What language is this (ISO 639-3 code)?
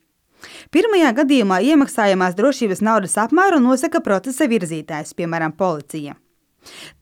lav